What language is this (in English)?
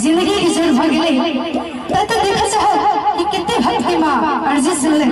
Maithili